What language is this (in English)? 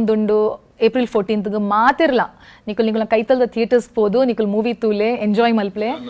Tulu